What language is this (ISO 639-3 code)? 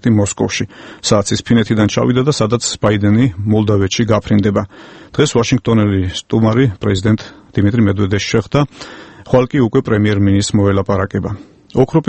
kat